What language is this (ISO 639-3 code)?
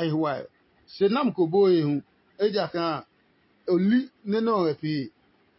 ada